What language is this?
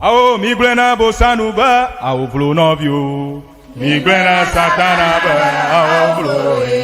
Ewe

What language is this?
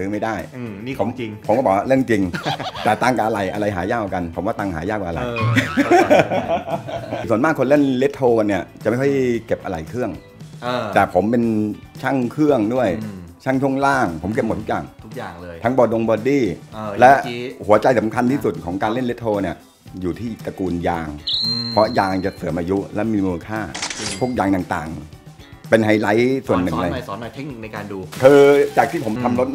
Thai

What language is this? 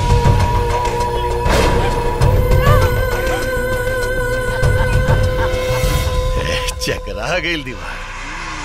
Bhojpuri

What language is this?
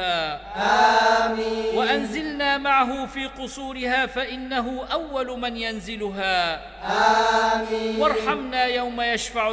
Arabic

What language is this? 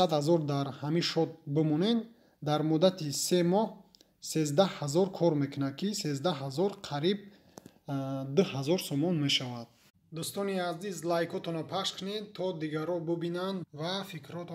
Tajik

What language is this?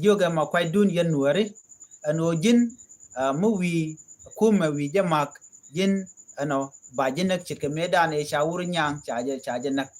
Nuer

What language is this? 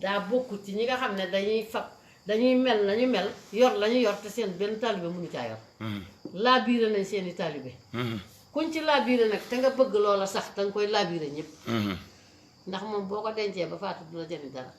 Wolof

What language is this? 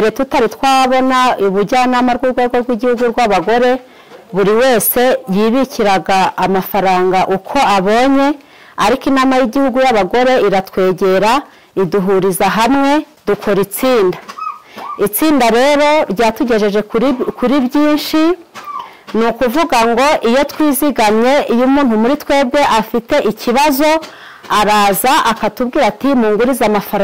Kinyarwanda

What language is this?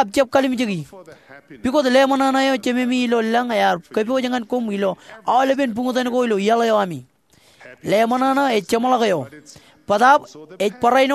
Marshallese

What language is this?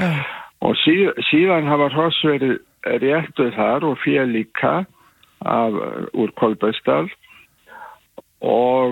Icelandic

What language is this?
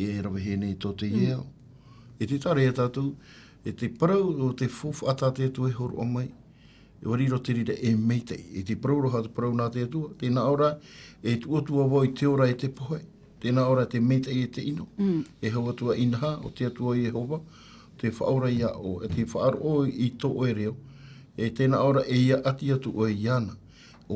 Tahitian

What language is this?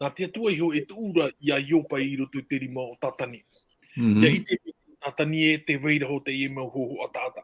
Tahitian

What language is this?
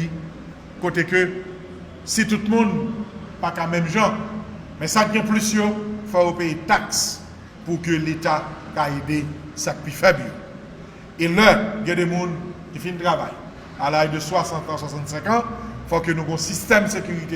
Haitian Creole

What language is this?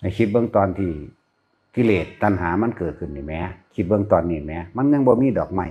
Northeastern Thai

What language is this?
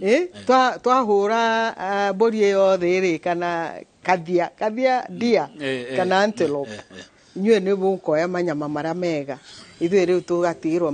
Kikuyu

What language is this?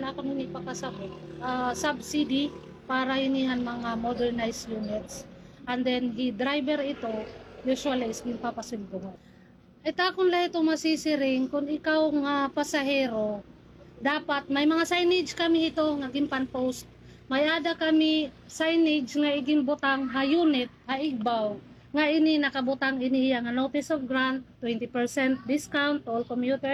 Waray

